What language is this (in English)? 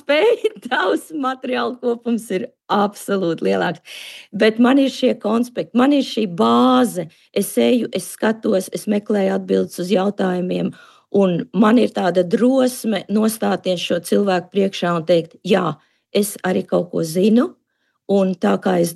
Latvian